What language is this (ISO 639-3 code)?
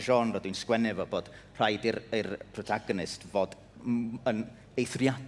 cym